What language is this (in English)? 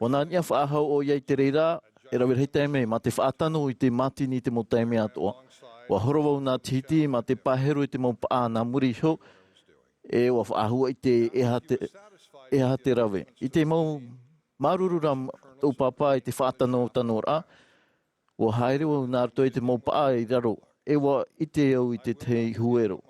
Tahitian